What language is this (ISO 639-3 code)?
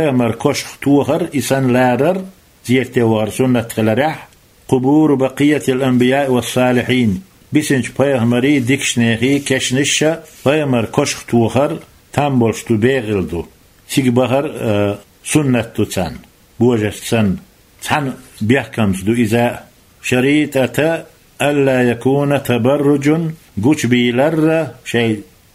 che